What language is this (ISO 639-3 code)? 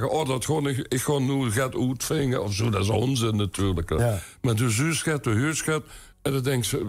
lim